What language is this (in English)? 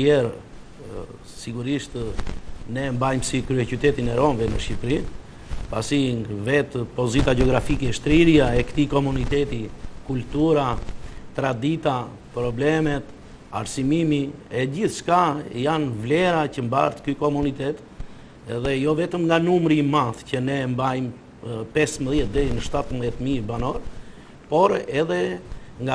Albanian